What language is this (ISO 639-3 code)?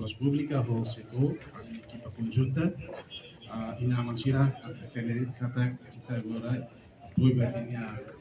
tet